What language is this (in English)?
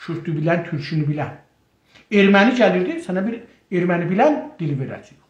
South Azerbaijani